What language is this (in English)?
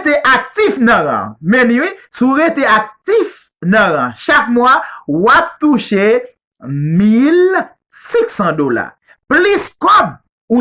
Haitian Creole